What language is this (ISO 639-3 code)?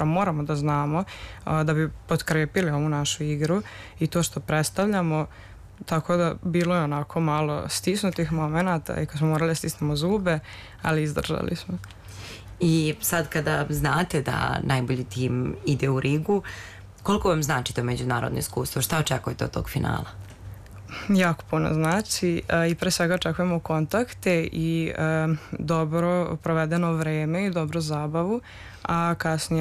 srp